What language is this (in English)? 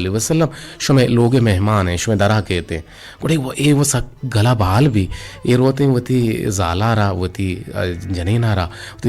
Eastern Balochi